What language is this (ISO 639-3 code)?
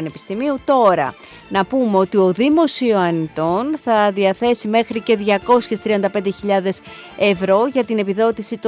ell